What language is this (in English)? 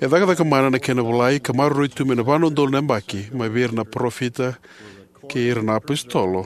Fijian